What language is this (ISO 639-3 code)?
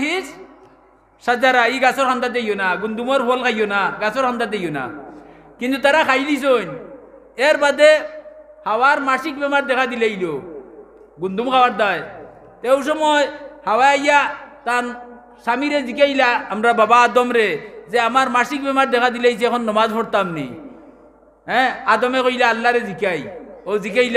syl